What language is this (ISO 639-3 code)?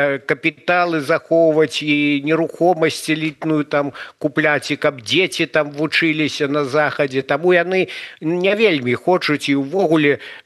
bel